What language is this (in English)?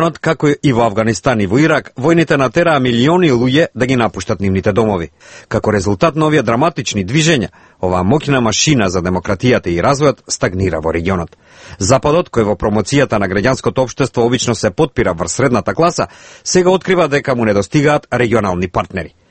Macedonian